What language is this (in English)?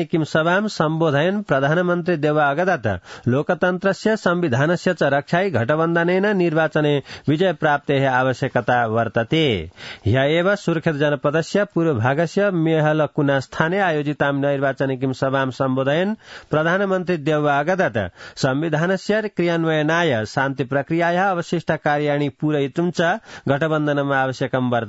Sanskrit